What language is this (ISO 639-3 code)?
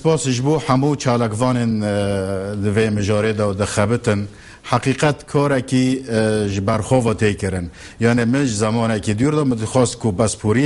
kur